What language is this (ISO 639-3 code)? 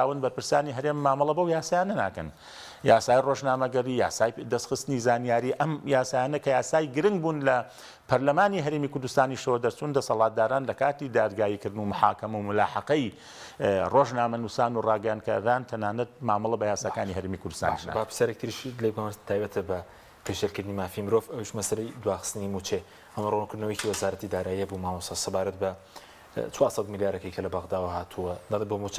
ckb